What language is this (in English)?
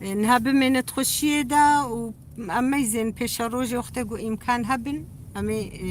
Kurdish